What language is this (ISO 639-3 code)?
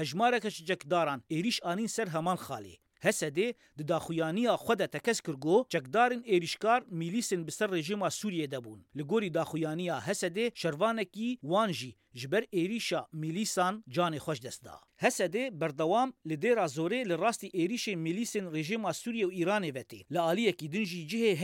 kur